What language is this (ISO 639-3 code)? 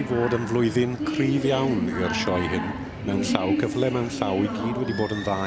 cym